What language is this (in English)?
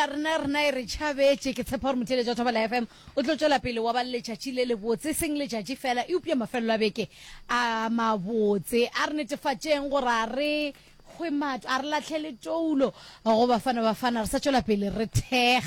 Northern Sotho